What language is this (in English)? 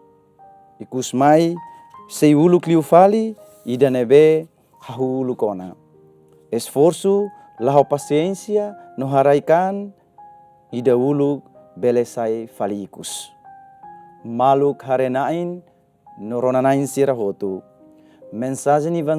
Tetum